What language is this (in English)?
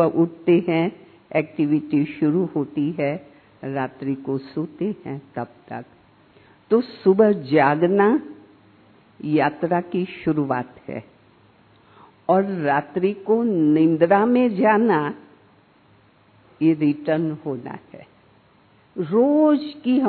Hindi